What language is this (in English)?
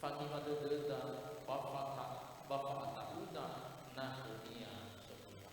Nias